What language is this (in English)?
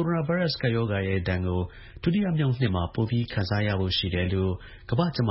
Burmese